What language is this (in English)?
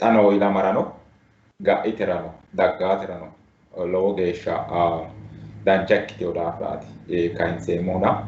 Sidamo